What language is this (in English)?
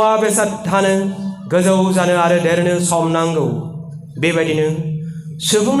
Bodo